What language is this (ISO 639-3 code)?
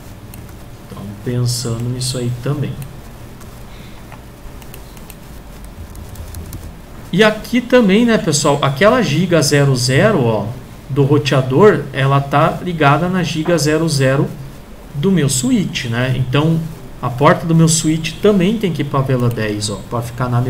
por